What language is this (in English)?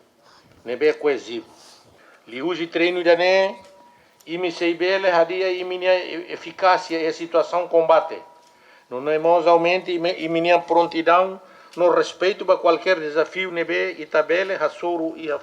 Tetum